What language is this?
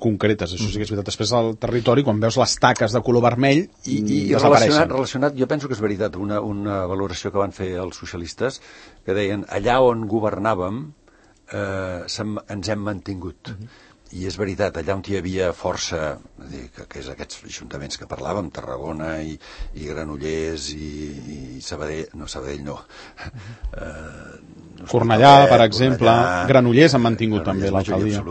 Catalan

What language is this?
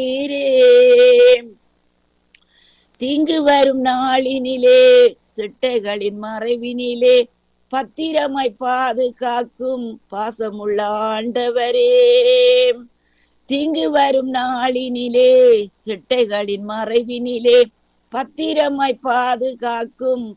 Tamil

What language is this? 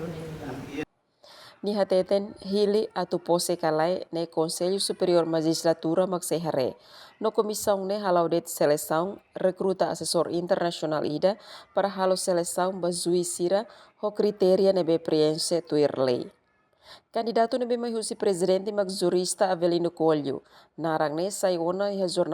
Tetum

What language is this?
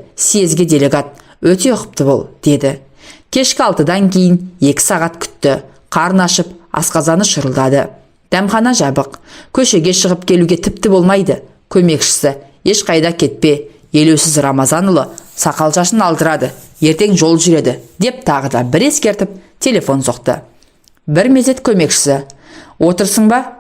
Kazakh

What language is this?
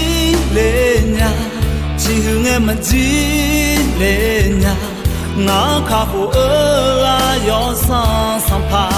Akha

